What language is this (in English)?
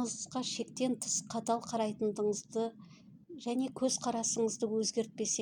Kazakh